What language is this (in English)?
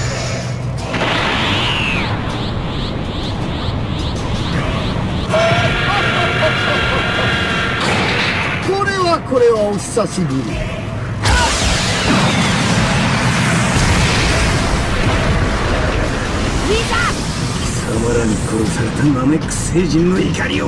Japanese